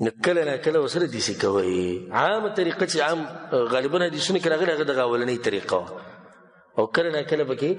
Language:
Pashto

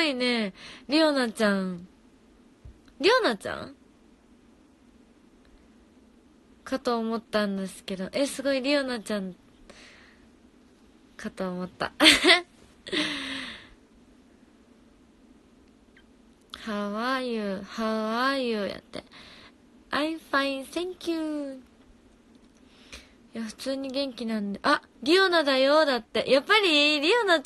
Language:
Japanese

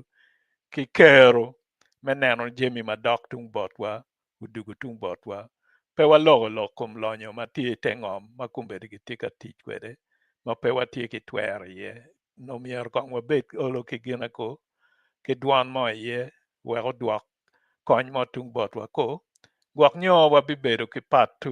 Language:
Acoli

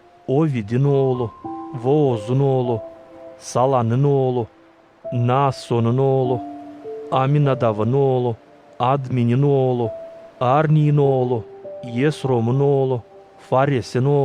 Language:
Gagauz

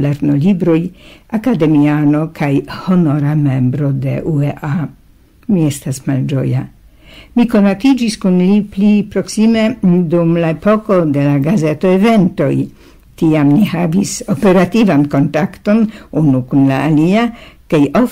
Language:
Esperanto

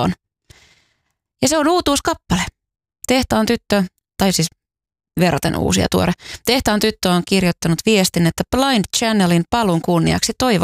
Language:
Finnish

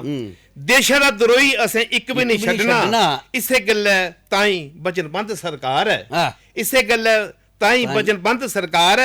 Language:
Dogri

